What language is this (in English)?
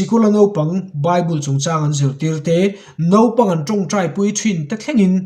Mizo